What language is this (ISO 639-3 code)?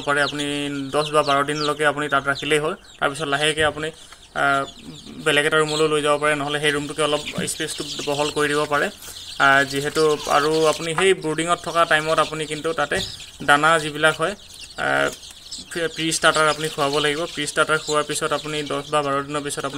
asm